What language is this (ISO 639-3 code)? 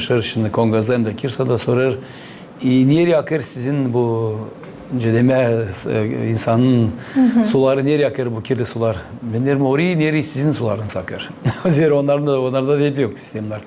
gag